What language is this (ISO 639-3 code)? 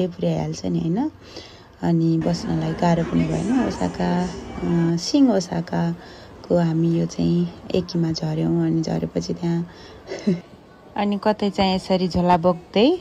nep